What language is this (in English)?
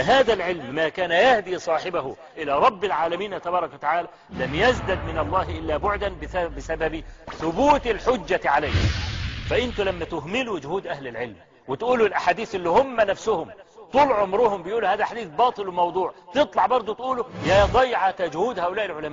Egyptian Arabic